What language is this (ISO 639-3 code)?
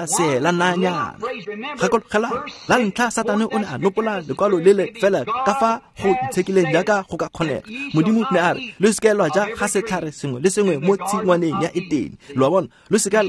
tsn